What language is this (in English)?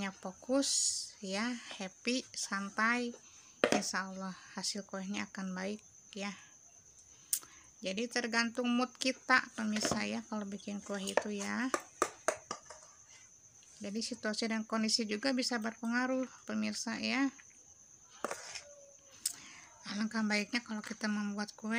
Indonesian